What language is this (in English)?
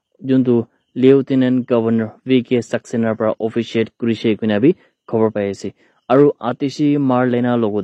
Naga Pidgin